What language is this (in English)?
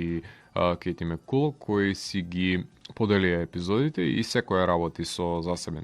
Macedonian